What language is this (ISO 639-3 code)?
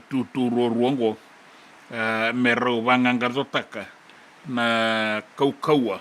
fij